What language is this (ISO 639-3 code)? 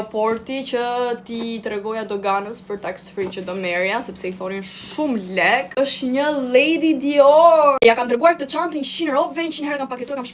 sqi